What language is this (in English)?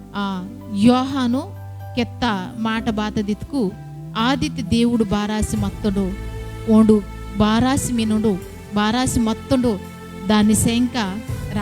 Koya